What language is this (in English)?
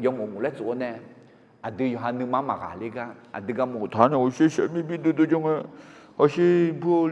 Akha